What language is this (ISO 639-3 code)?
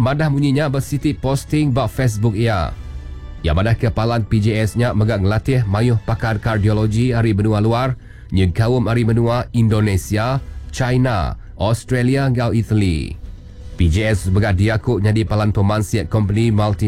iba